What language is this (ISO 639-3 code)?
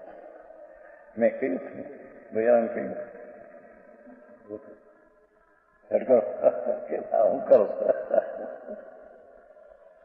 guj